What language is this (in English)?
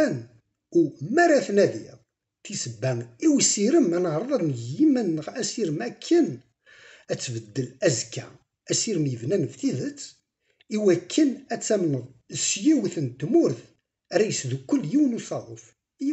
Kabyle